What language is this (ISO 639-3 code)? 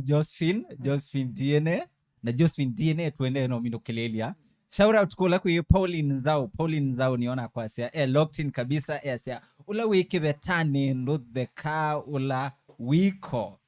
kam